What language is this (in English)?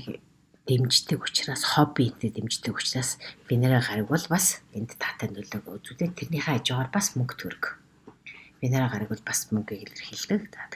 Mongolian